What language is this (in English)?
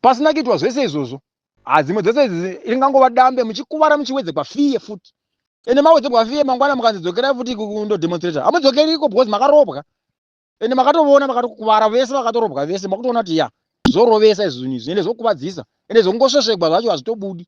Shona